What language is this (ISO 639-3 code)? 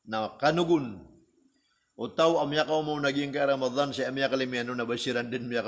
mrw